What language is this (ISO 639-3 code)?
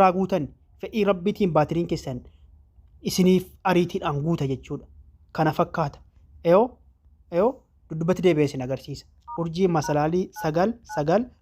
orm